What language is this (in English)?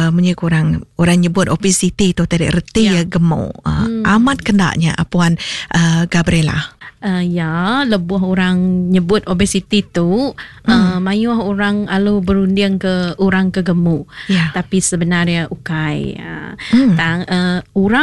Iban